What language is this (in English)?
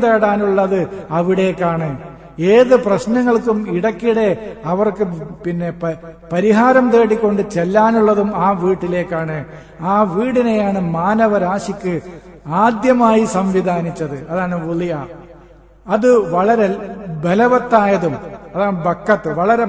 Malayalam